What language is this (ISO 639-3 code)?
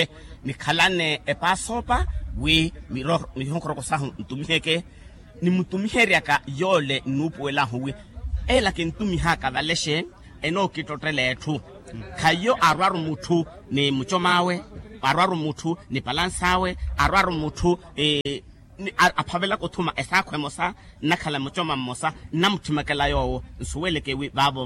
vmw